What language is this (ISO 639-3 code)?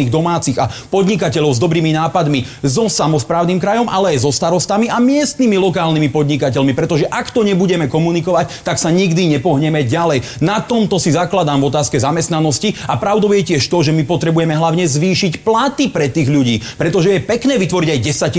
slk